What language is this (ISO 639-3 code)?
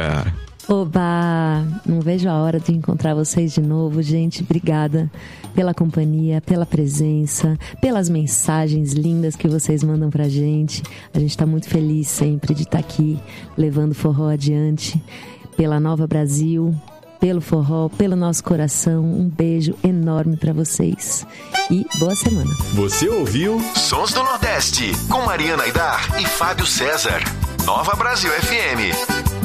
por